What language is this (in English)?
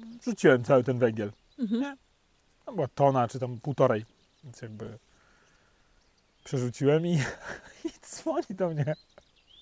Polish